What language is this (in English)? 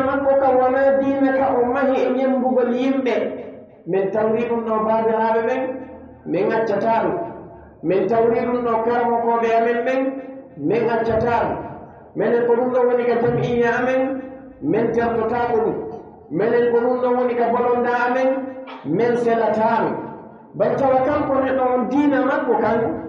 Pular